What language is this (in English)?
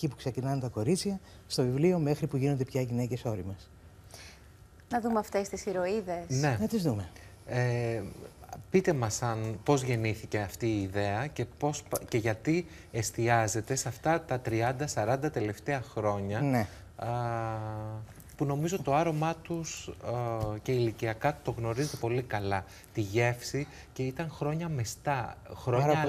Greek